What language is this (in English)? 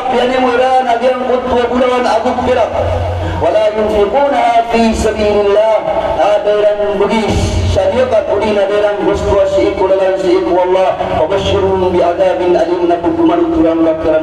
Maranao